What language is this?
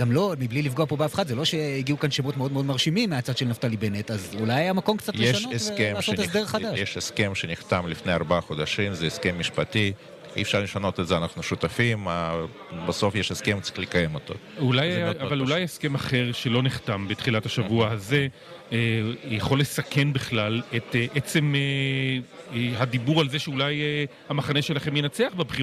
Hebrew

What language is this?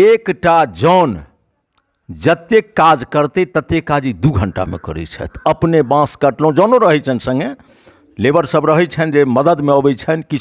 Maithili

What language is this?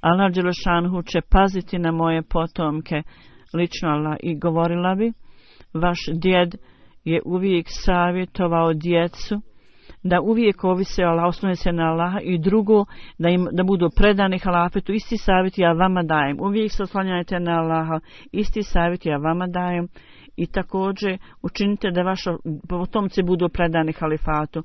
Bosnian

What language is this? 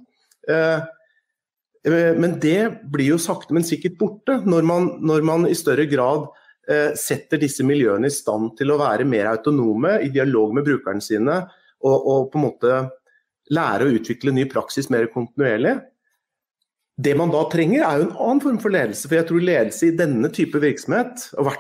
Norwegian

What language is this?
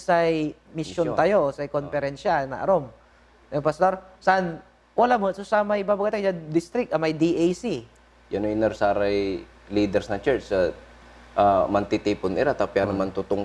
Pangasinan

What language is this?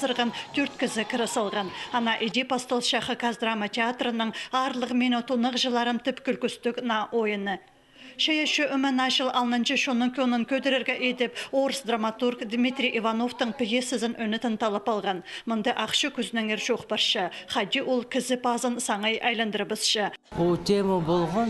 Khakas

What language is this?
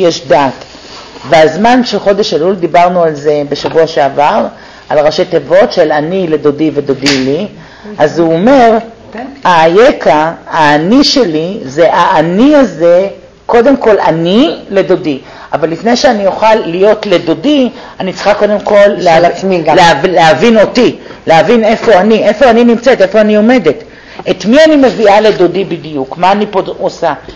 Hebrew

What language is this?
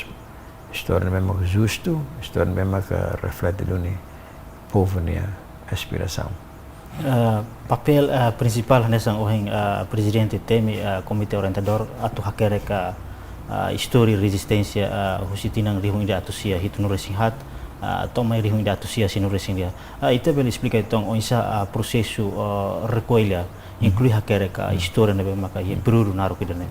Tetum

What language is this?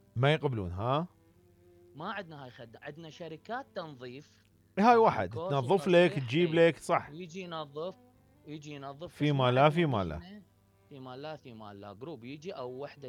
Mesopotamian Arabic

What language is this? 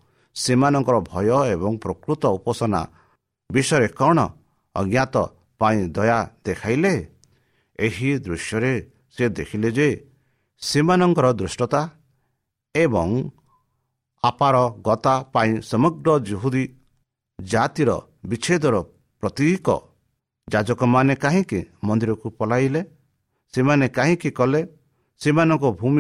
Odia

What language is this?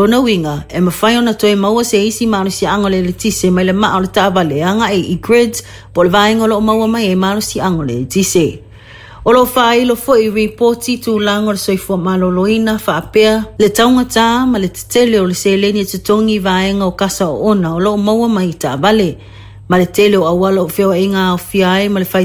Samoan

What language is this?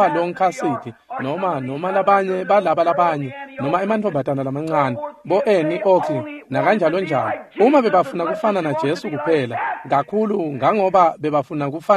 Swati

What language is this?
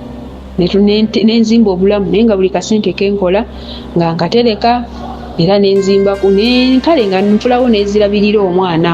Ganda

